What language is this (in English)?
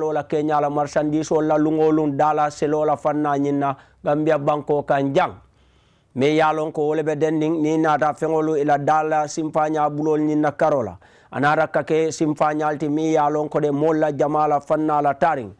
Mandingo